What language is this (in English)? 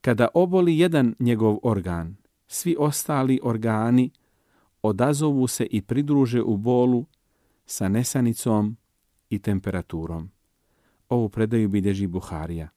Bosnian